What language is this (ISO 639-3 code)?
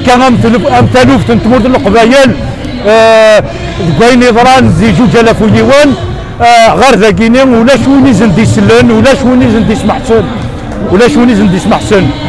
kab